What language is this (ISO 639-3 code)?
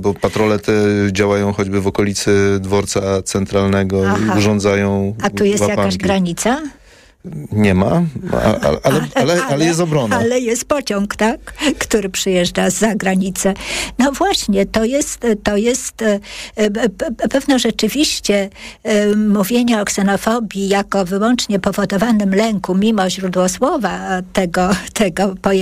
pol